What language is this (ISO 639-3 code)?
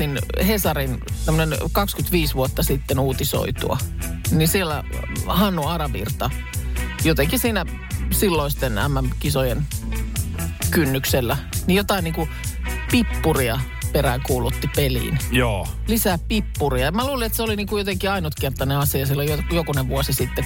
fin